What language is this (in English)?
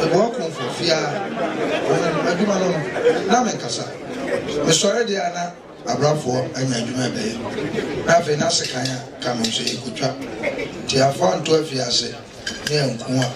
Akan